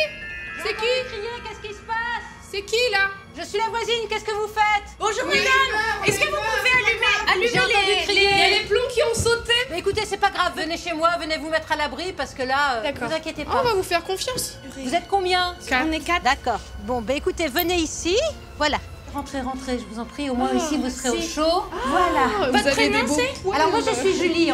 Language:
French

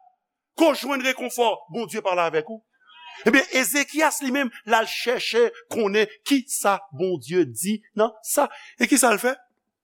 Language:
Haitian Creole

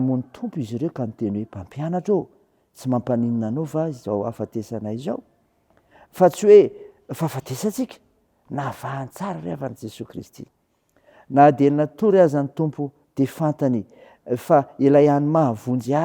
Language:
Malagasy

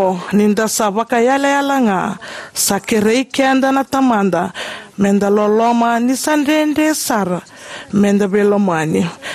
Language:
Fijian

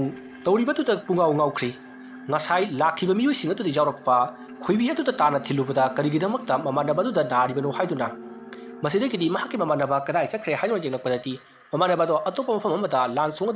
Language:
Manipuri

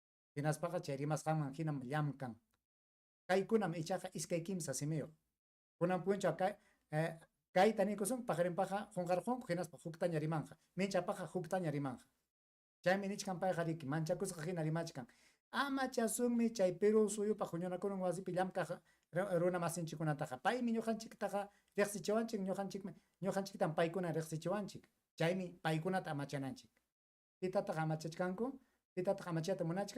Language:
Ayacucho Quechua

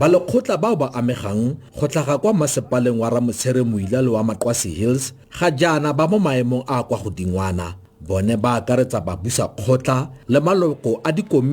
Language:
Tswana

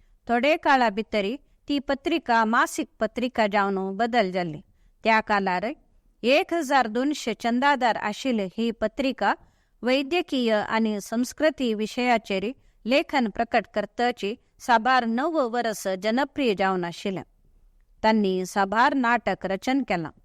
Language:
Konkani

